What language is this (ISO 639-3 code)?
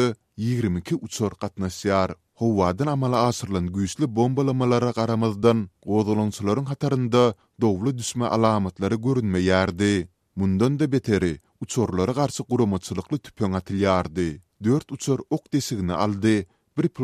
tuk